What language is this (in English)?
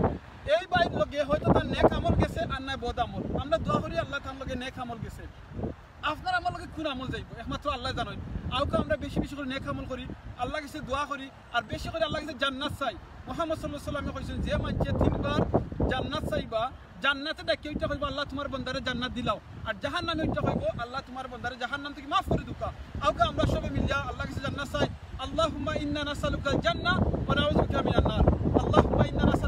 Sylheti